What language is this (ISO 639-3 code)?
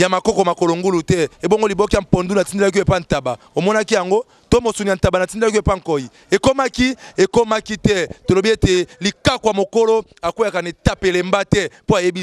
lin